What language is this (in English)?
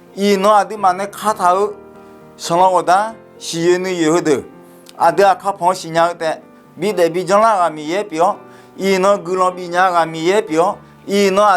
Akha